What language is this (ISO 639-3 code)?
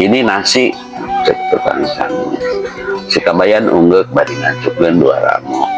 sun